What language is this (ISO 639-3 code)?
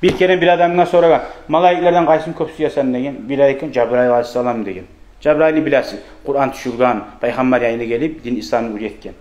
kum